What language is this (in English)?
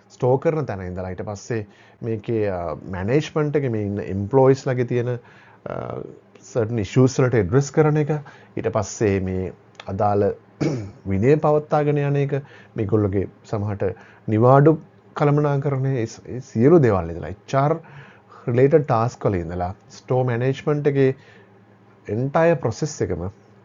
Sinhala